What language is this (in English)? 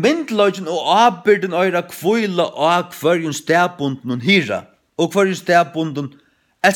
Faroese